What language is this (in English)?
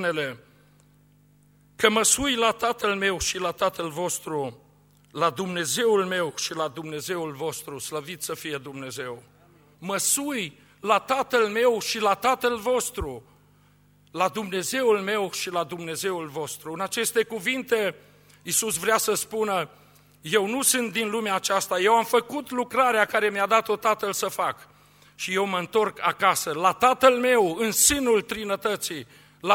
Romanian